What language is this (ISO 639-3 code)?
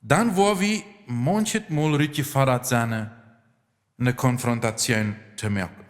pdt